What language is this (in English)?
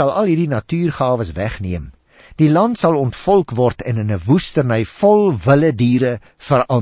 Afrikaans